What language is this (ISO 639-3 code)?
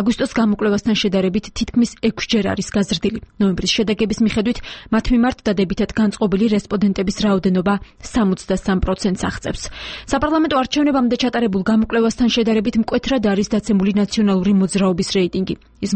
kat